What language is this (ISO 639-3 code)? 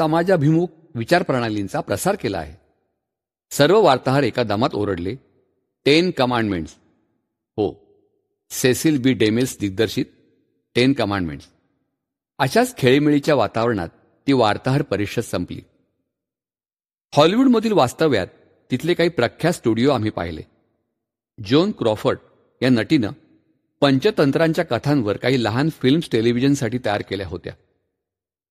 mar